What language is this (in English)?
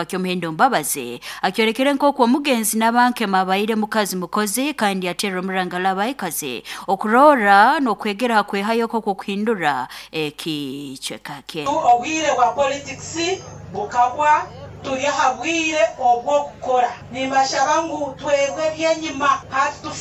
Nyoro